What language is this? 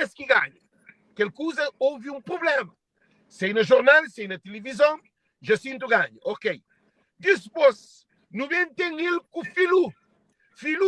Kabuverdianu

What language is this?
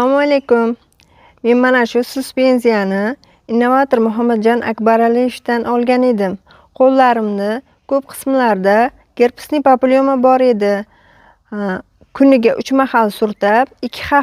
Uzbek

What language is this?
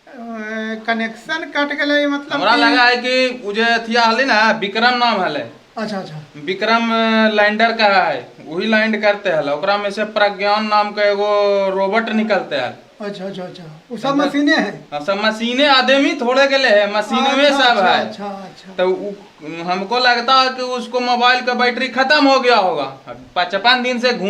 Magahi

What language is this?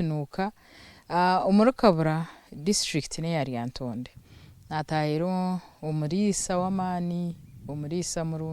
Nyankole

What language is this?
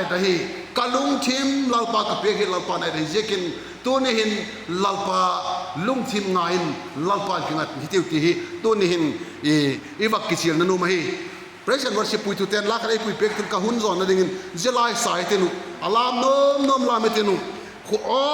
Vaiphei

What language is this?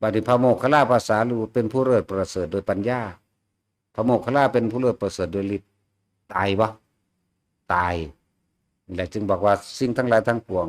Northeastern Thai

